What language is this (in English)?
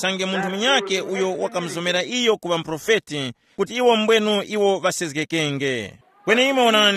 Tumbuka